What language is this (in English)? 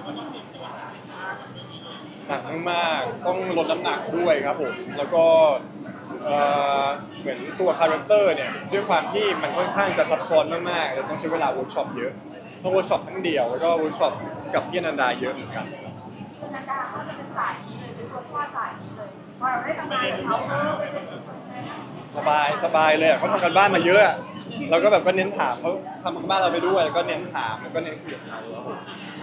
Thai